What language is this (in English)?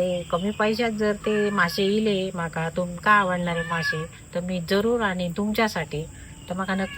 Konkani